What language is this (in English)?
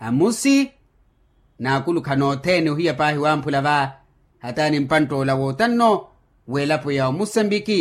Makhuwa